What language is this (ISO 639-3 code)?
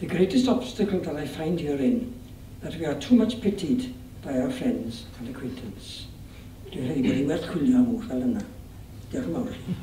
cym